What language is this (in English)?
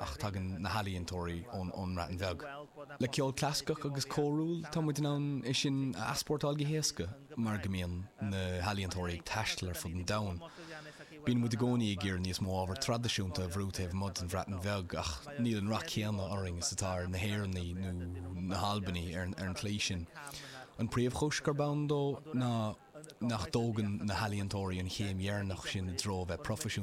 Irish